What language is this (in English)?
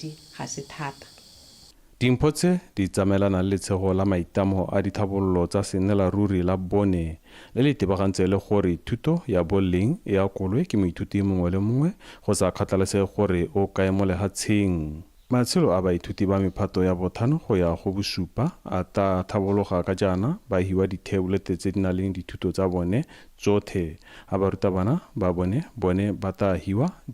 Tswana